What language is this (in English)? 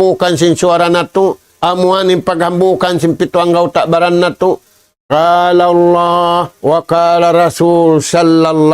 Tausug